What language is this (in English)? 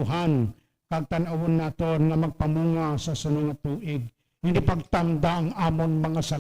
Hiligaynon